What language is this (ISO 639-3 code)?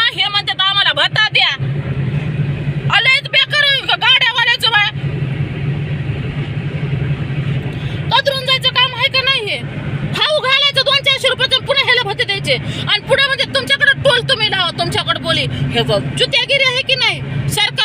mar